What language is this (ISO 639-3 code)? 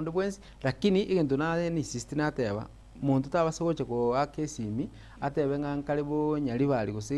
guz